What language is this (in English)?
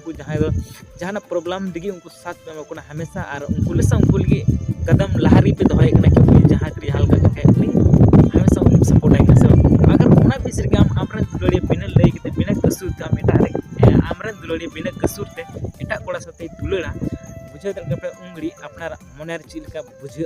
Santali